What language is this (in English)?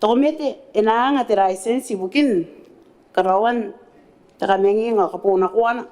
Gilbertese